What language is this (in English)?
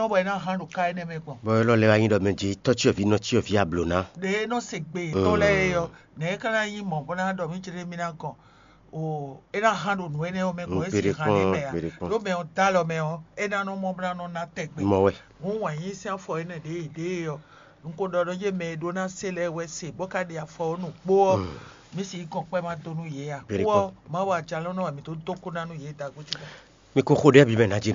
Fon